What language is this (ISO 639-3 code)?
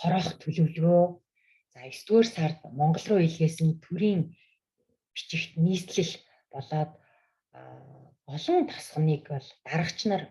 mon